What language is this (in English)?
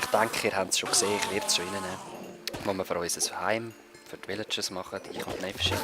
Swiss German